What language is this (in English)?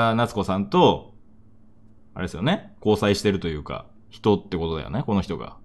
Japanese